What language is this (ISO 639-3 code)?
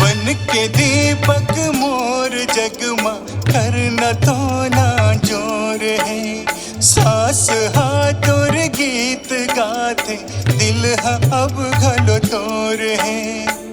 hne